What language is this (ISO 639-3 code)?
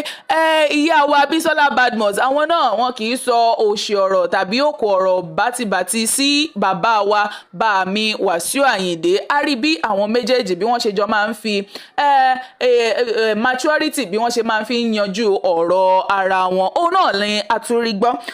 yor